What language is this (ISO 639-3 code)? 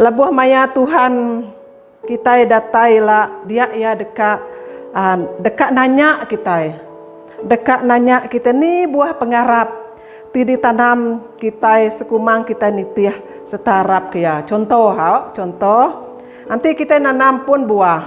iba